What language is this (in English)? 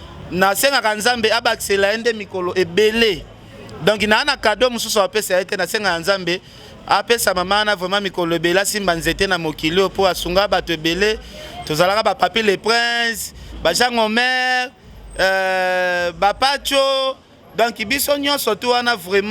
Lingala